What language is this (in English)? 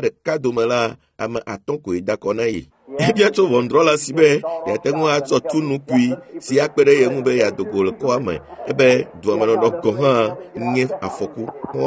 Ewe